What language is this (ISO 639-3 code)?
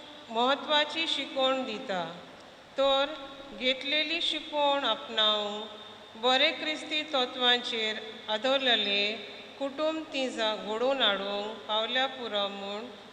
kok